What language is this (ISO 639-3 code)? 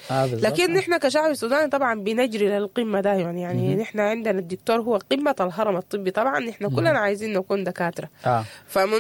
apd